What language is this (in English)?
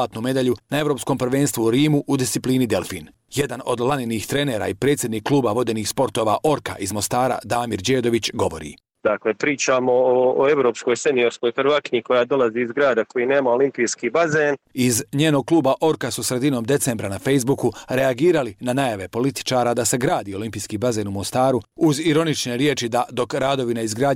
Croatian